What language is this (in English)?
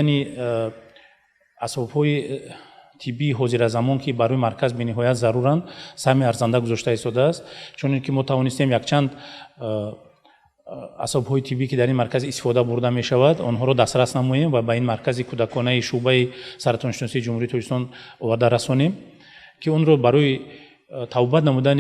Tajik